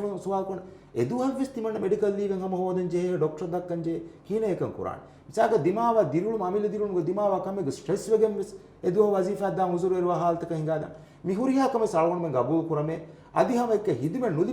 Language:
Divehi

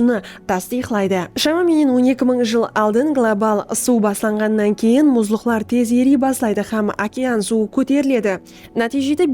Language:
Kara-Kalpak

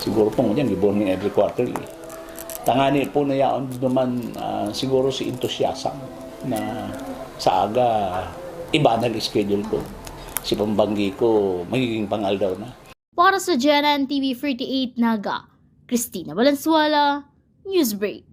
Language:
Bikol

